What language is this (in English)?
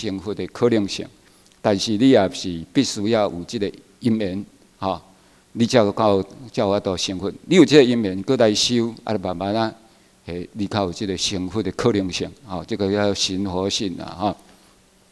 Chinese